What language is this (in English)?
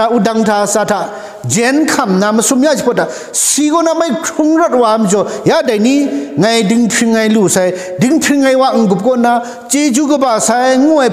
Kachin